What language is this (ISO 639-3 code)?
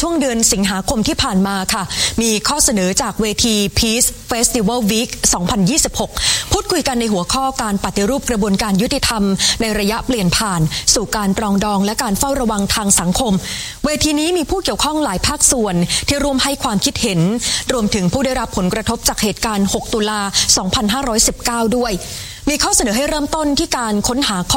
tha